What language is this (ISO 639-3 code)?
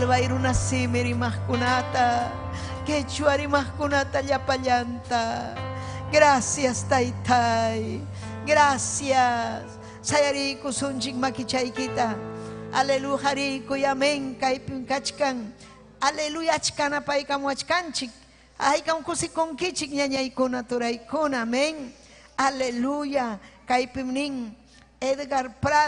quy